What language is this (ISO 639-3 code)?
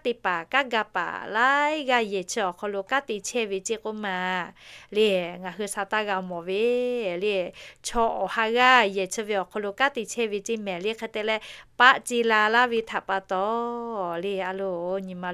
lhu